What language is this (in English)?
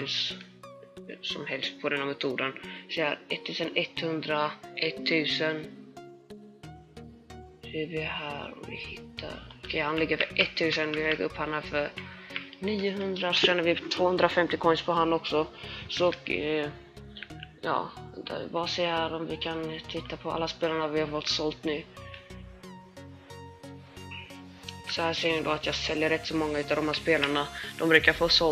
Swedish